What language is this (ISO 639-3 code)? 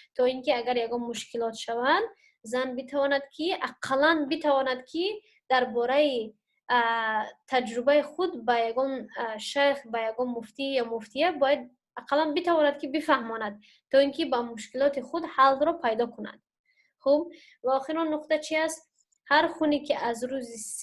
tgk